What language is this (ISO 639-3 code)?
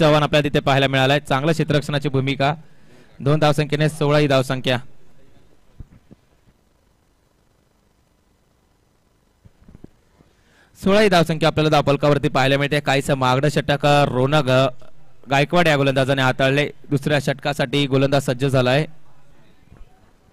mar